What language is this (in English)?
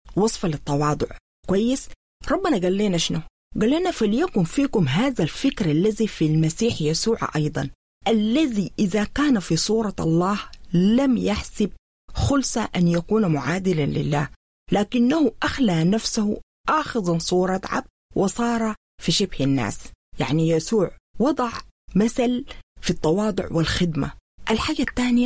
Sudanese Arabic